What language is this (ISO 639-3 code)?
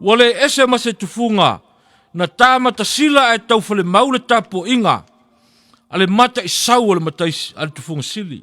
smo